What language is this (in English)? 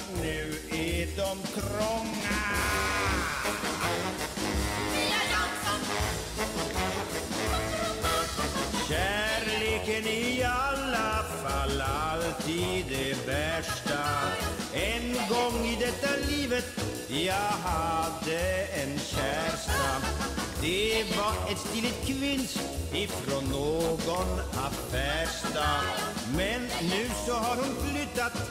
Swedish